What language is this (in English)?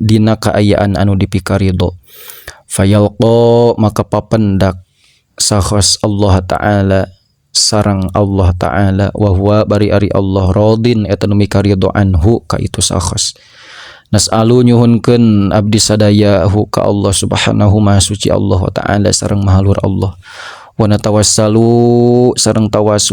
Sundanese